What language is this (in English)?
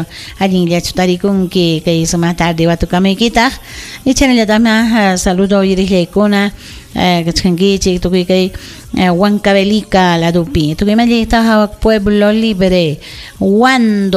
Ayacucho Quechua